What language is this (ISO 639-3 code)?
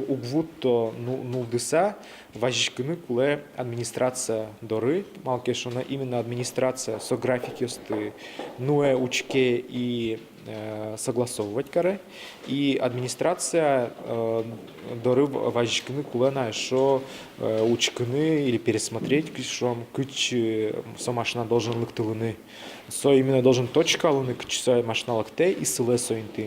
udm